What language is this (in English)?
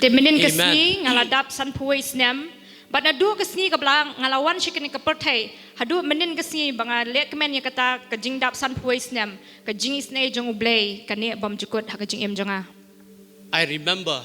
Khasi